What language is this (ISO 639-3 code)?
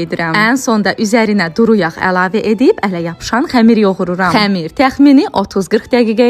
aze